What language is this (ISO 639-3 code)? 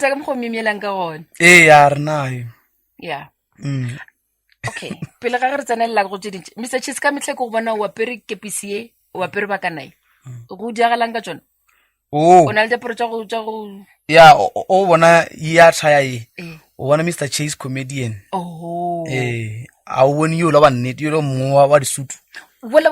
nso